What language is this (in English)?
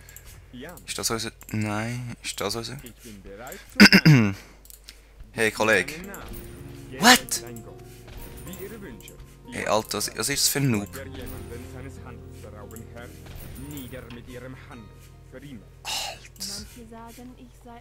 Swiss German